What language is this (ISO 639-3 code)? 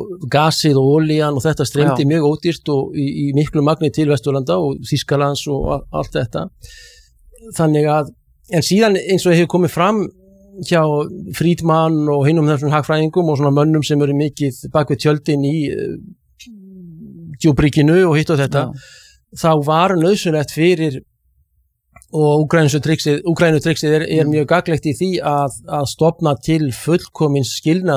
isl